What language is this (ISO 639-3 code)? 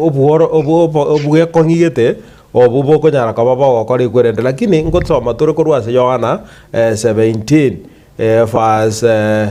guz